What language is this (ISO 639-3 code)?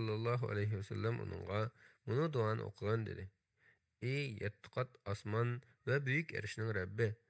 uig